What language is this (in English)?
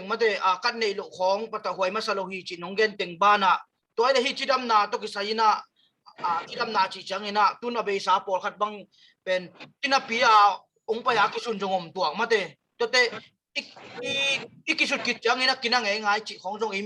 Tedim Chin